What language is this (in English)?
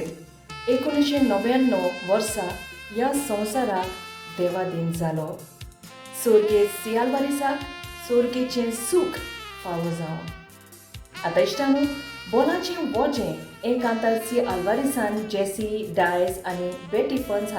Konkani